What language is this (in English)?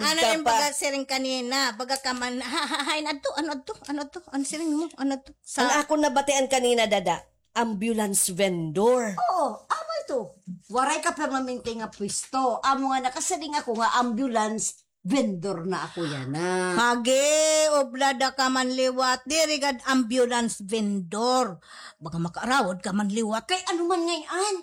Waray